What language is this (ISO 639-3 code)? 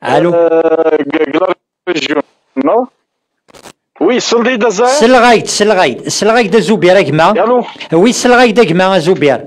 kab